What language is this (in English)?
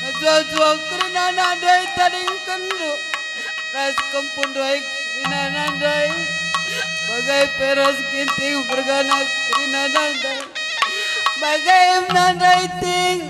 Batak Karo